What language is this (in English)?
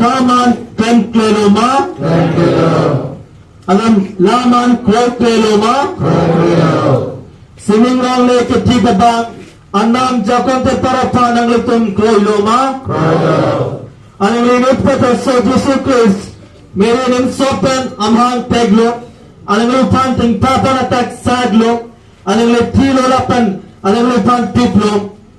Karbi